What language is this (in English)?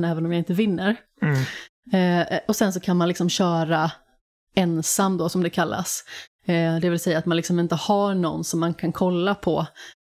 Swedish